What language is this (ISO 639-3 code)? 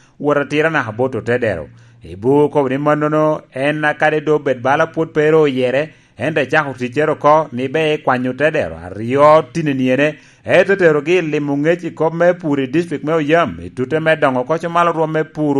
laj